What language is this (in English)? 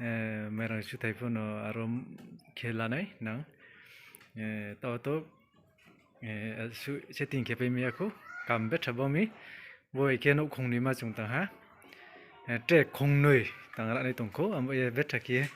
Riang (India)